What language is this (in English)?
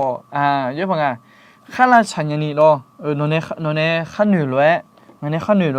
Akha